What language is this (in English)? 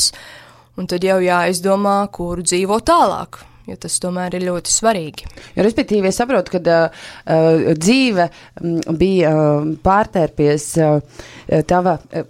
Latvian